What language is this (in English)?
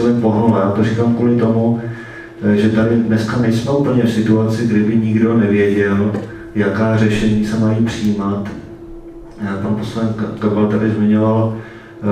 Czech